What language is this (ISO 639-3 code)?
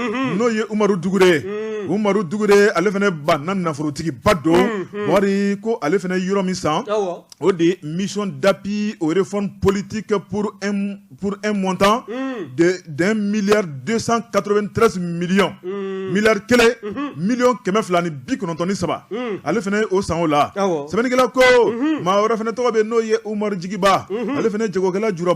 bam